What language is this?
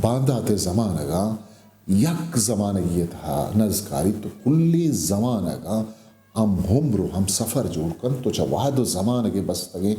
Eastern Balochi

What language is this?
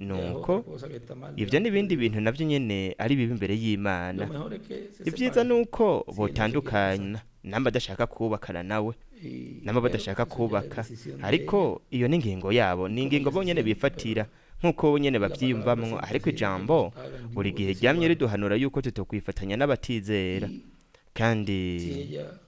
Rundi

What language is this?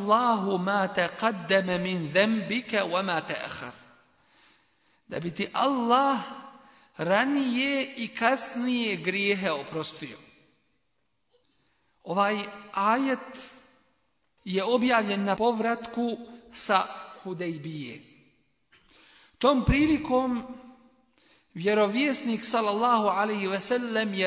Bosnian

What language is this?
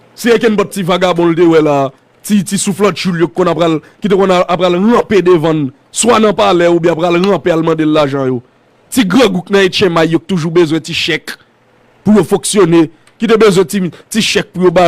Haitian Creole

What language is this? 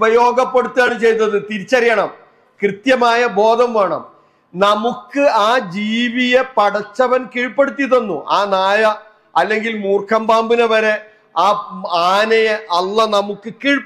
Malayalam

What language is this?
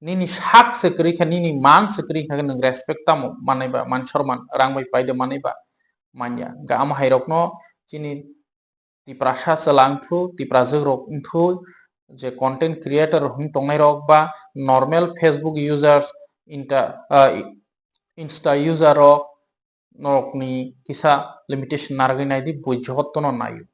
Kok Borok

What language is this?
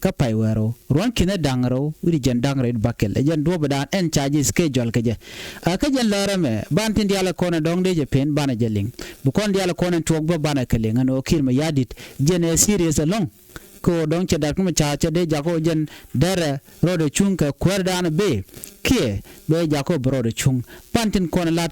Nuer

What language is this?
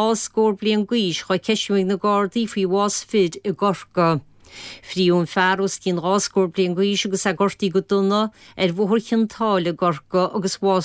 Irish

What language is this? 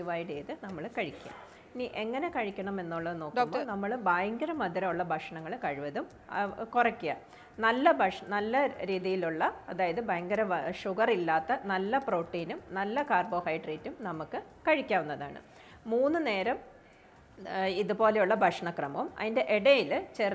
Malayalam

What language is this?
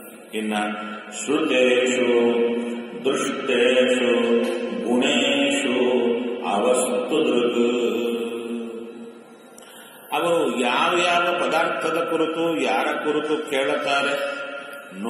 Kannada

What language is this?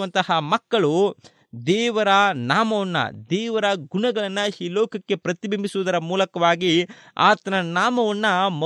Kannada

